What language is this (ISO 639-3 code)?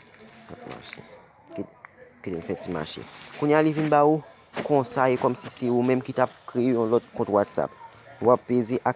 hat